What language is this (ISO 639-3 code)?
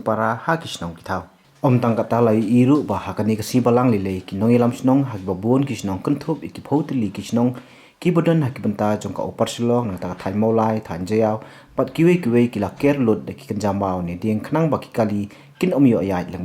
kha